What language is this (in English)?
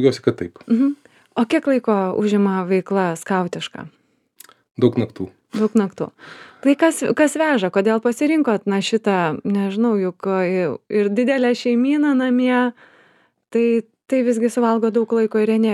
Lithuanian